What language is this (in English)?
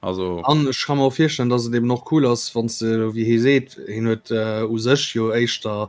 Luxembourgish